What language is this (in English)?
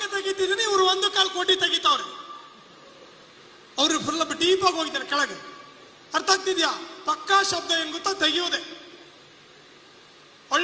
Kannada